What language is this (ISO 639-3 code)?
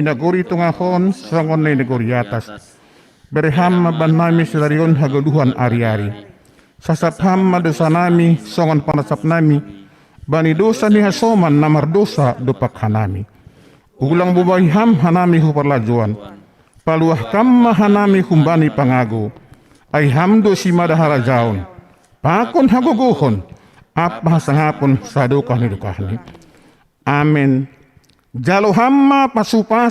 bts